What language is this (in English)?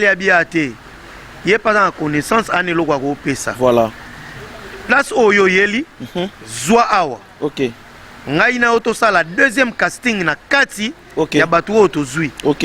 Lingala